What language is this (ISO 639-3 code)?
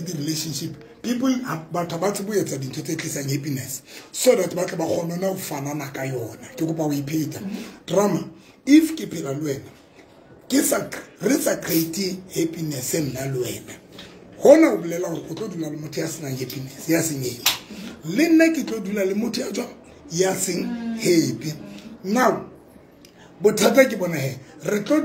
tsn